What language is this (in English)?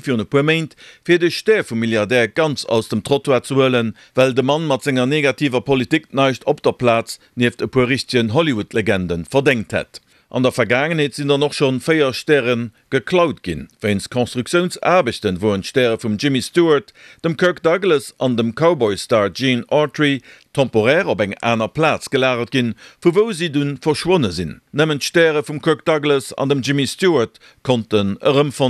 Luxembourgish